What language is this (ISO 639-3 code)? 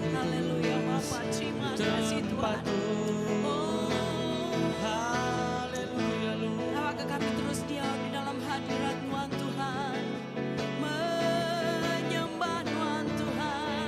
iba